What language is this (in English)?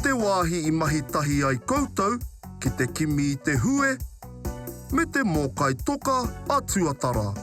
Māori